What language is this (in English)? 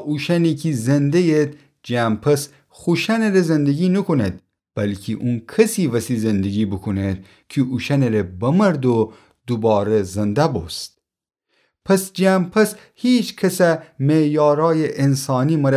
Gilaki